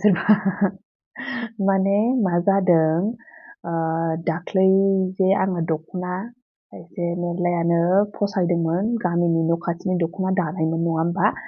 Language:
Bodo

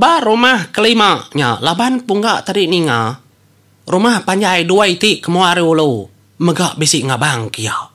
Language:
Iban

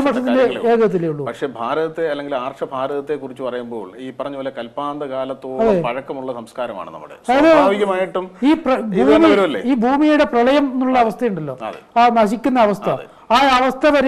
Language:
Malayalam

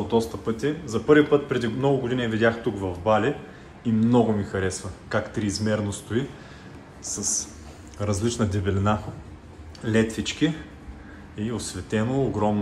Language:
Bulgarian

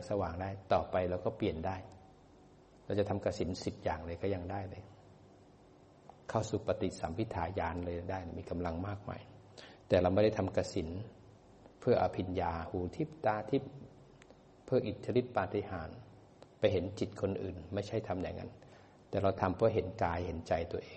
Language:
Thai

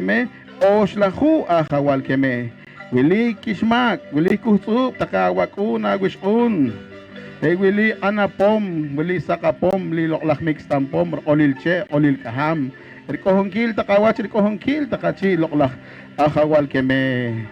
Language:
Poqomchi'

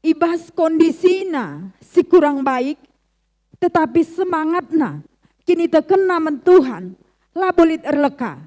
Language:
Batak Karo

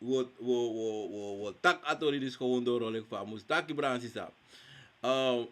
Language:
Sranan Tongo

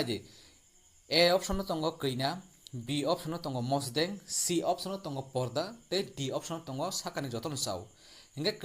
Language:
Kok Borok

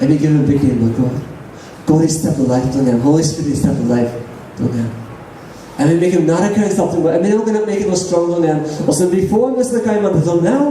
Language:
Tok Pisin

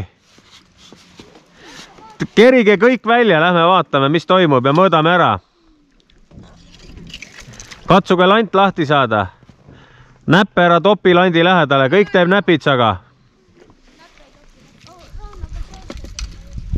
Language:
Estonian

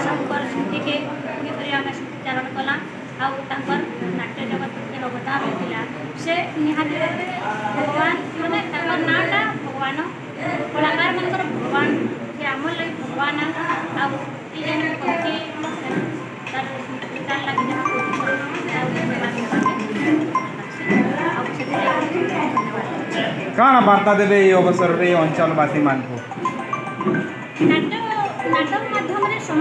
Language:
Sambalpuri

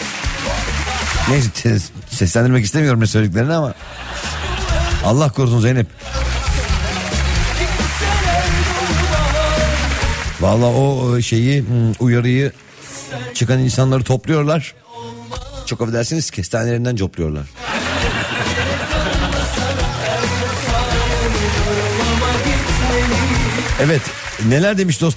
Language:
Turkish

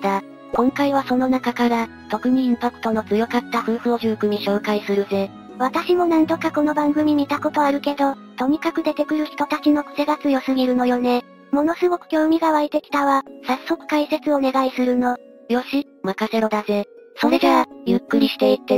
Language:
Japanese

